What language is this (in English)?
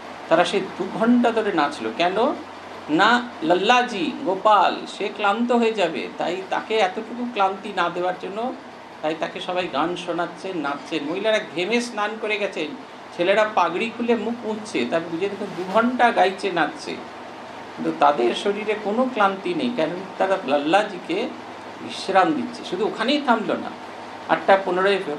Bangla